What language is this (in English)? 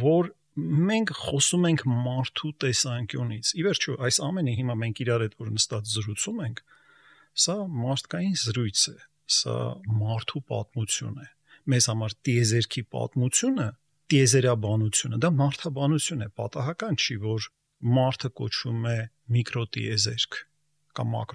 Armenian